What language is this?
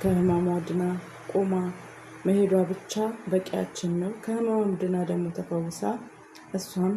Amharic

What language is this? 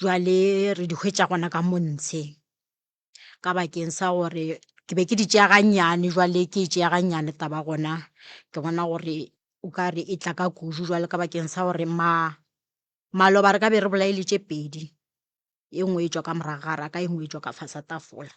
Northern Sotho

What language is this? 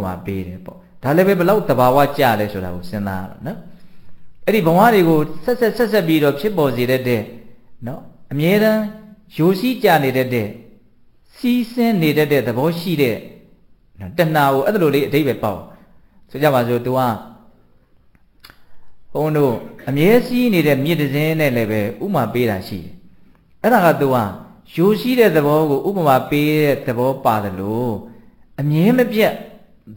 Burmese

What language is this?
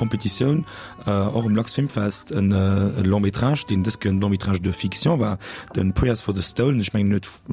Luxembourgish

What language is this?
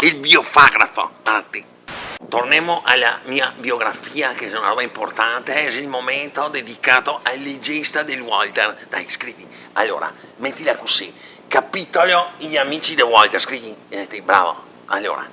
Venetian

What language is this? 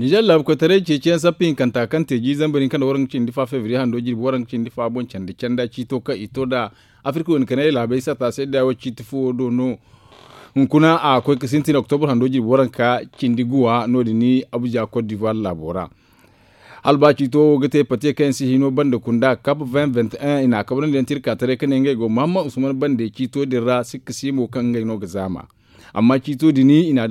Zarma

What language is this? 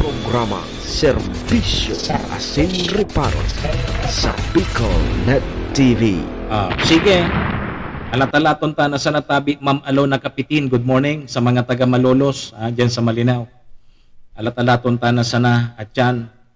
Bikol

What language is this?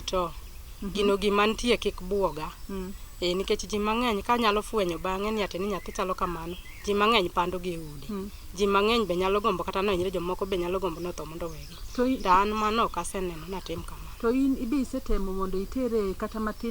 Luo (Kenya and Tanzania)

